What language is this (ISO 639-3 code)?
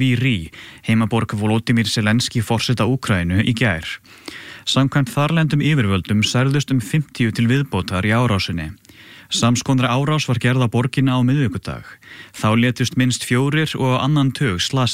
isl